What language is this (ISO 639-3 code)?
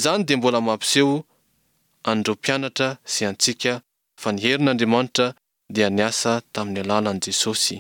mlg